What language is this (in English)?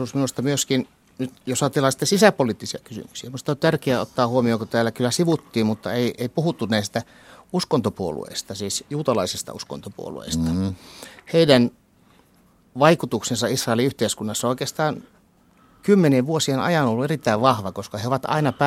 Finnish